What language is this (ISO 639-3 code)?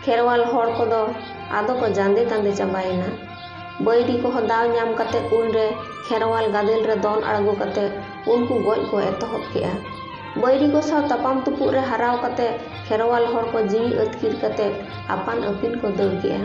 sat